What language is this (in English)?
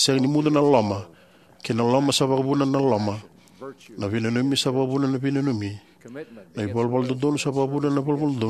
Fijian